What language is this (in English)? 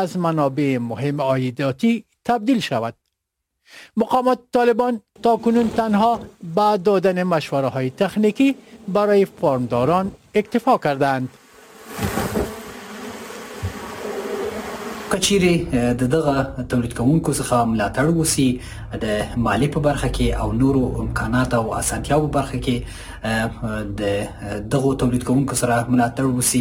Persian